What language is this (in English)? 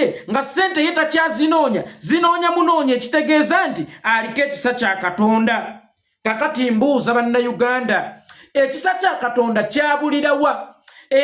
Ganda